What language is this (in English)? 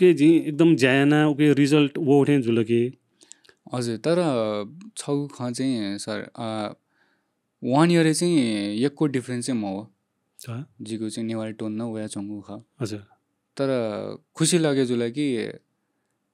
Newari